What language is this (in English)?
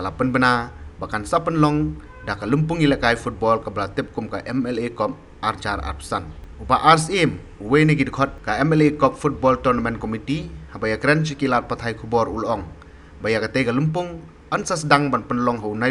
Khasi